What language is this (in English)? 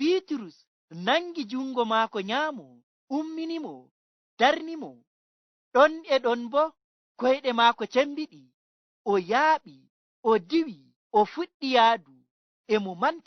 Nigerian Fulfulde